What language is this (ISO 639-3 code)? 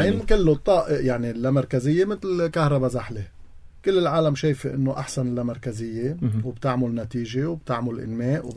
apc